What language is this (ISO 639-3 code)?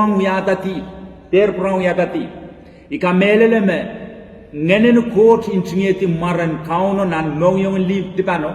pon